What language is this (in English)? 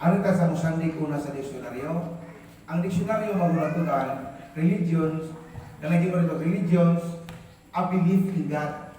Cebuano